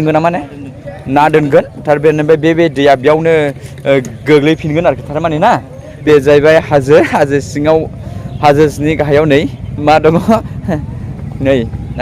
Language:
Bodo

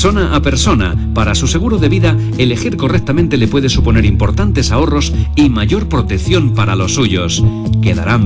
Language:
Spanish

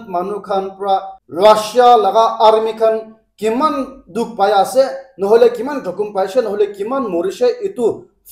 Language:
Naga Pidgin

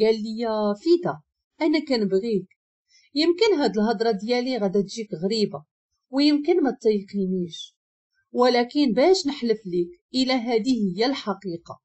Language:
Moroccan Arabic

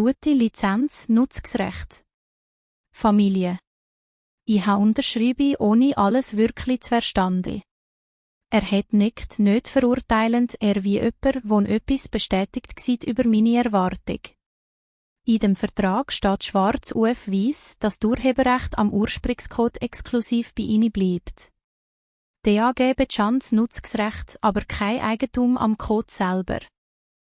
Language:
Swiss German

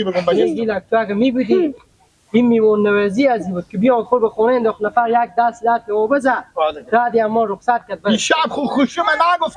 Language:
Persian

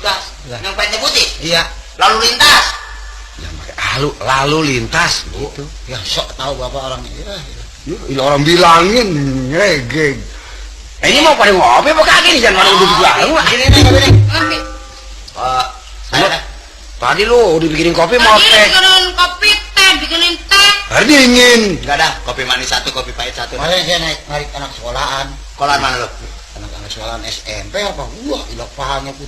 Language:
Betawi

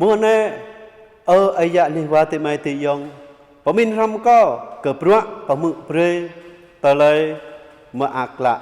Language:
Jarai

